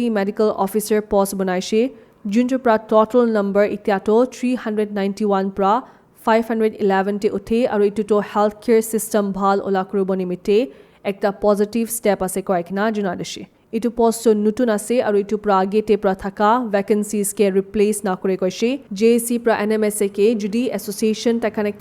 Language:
Naga Pidgin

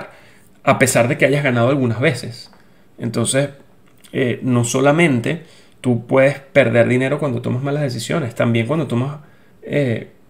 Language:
Spanish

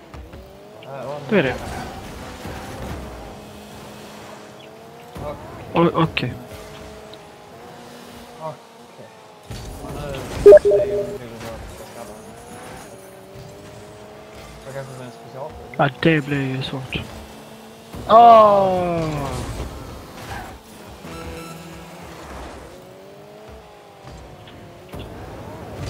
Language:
Swedish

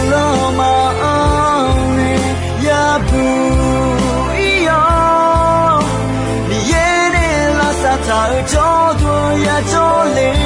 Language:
Akha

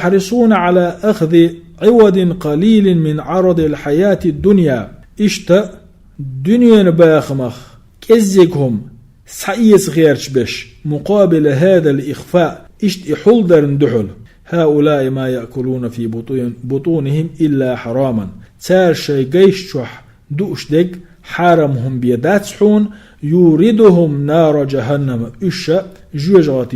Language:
Chechen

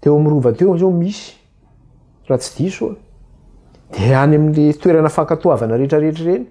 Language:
Malagasy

